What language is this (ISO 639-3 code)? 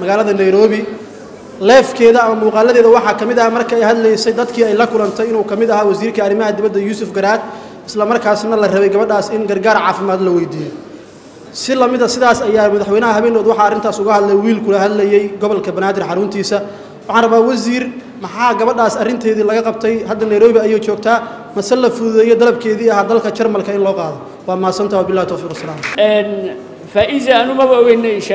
som